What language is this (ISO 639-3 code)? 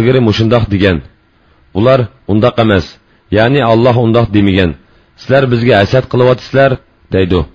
uig